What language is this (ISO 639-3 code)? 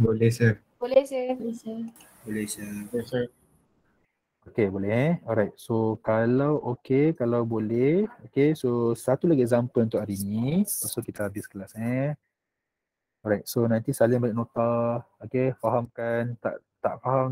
msa